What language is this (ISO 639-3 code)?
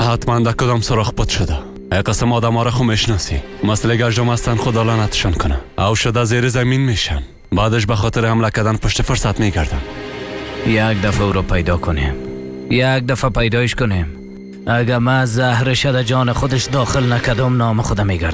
tgk